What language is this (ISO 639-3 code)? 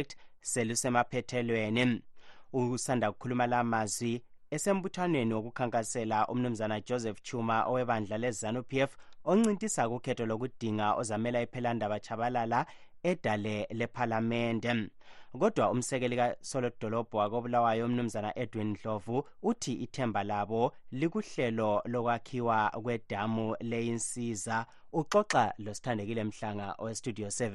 nde